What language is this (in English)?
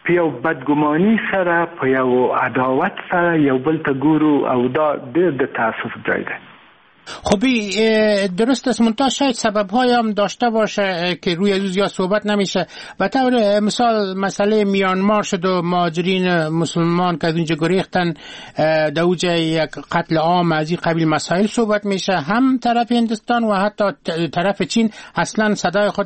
Persian